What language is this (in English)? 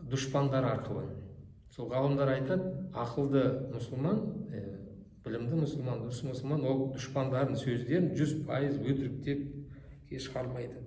Kazakh